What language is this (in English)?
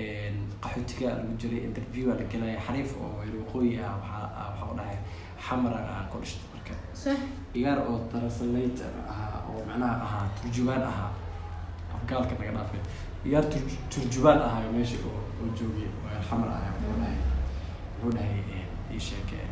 Somali